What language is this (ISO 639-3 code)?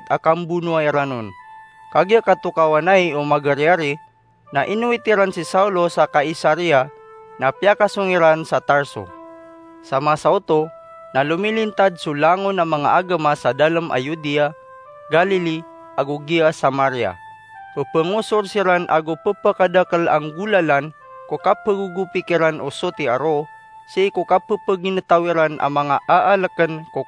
mrw